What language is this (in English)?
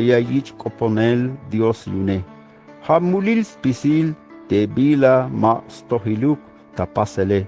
Tzeltal